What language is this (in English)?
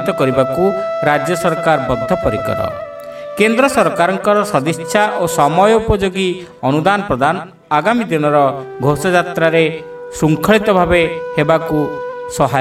Odia